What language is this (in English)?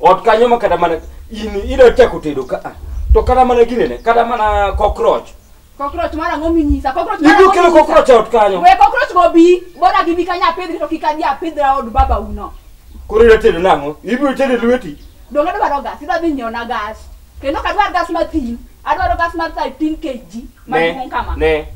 Luo (Kenya and Tanzania)